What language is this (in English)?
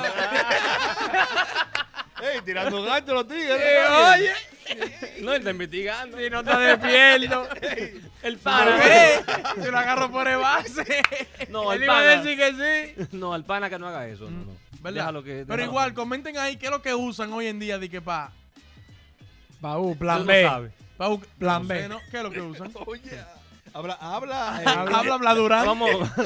Spanish